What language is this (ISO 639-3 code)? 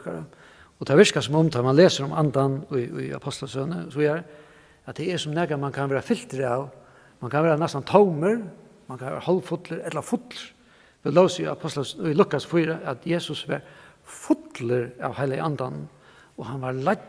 fao